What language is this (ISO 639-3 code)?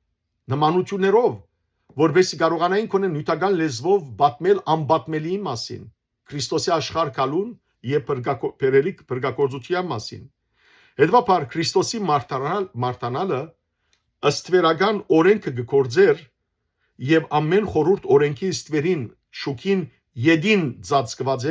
hyw